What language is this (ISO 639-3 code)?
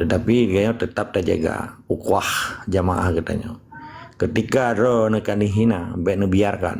ace